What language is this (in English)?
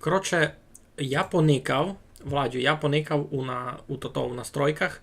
Rusyn